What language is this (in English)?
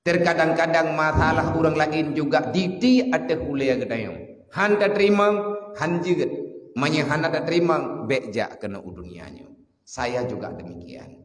Achinese